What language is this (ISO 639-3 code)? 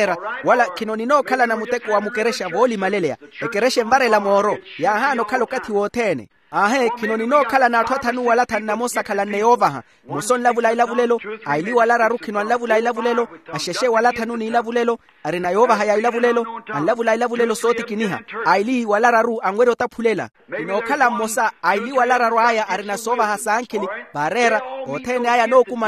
vmw